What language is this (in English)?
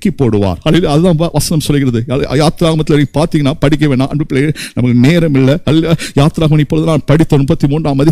Tamil